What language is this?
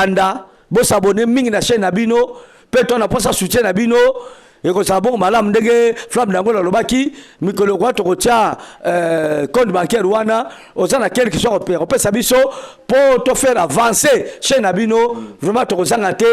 Lingala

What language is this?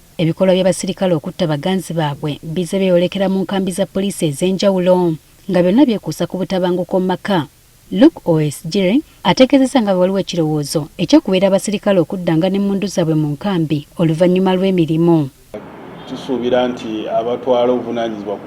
Ganda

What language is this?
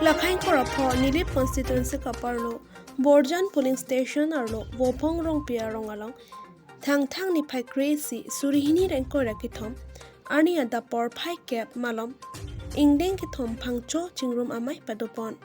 Karbi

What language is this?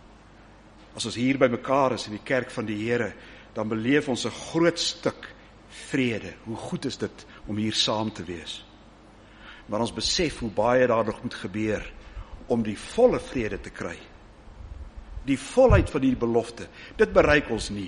Afrikaans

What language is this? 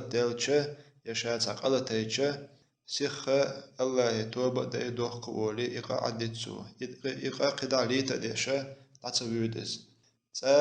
Chechen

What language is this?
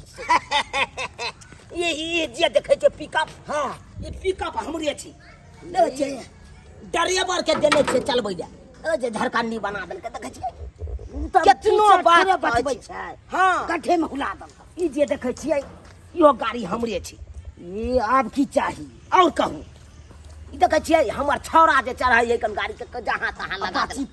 Maithili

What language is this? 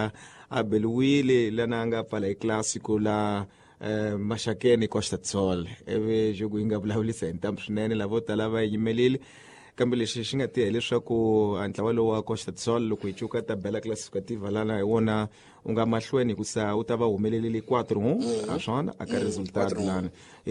Tsonga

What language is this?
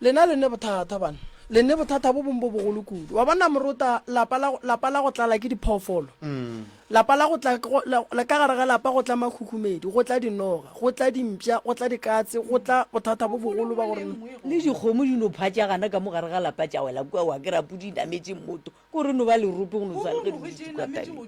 Northern Sotho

